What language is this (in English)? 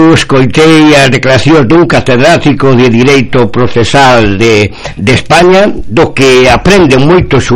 Galician